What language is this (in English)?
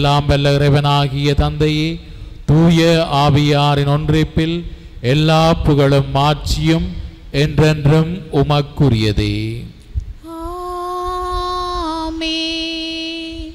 Tamil